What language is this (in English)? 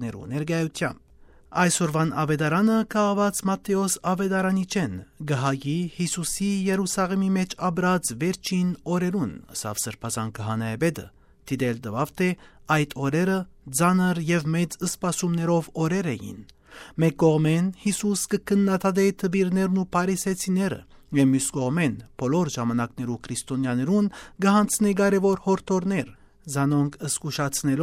Western Armenian